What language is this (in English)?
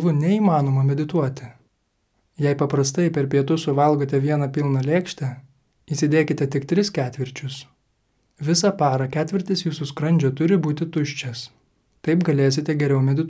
Lithuanian